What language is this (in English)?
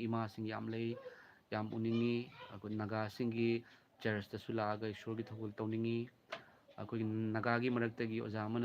Manipuri